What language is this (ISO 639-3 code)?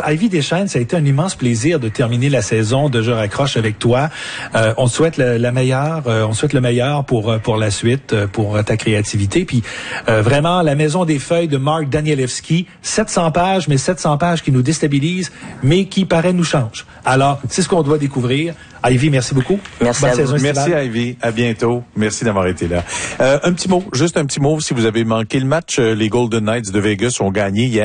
fra